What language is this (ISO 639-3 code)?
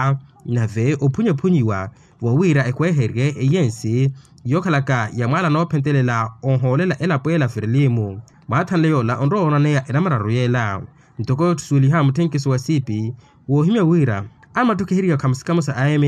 vmw